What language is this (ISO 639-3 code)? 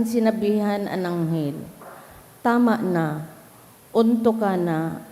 bik